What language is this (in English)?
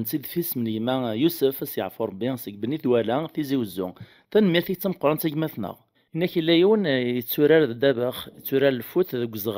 Kabyle